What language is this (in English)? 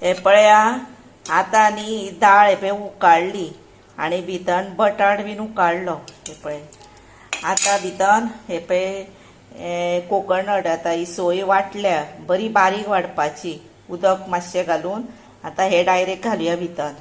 Konkani